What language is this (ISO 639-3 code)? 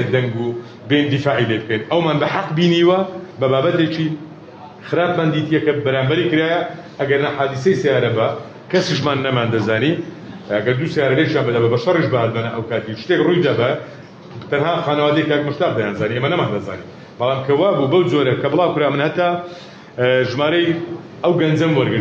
ckb